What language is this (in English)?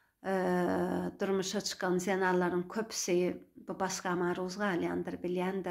Turkmen